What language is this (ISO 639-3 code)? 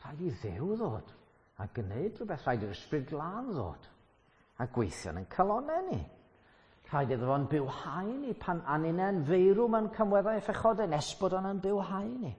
cym